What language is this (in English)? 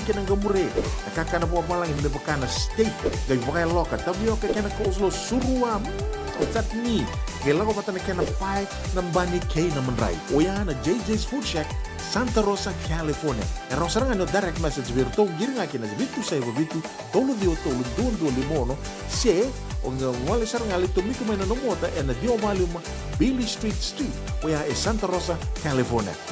Fijian